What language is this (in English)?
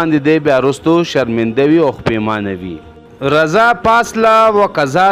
Pashto